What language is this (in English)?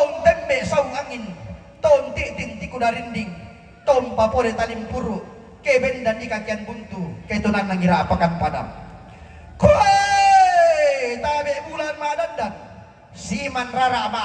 Toraja-Sa'dan